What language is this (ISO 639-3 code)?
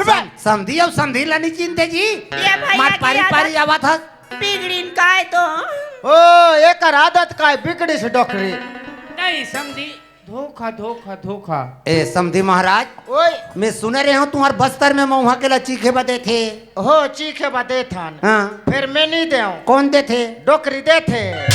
hne